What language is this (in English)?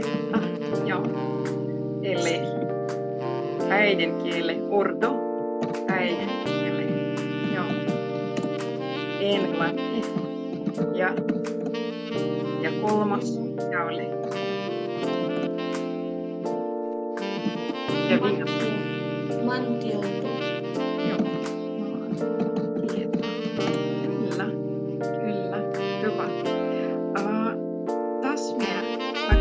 Finnish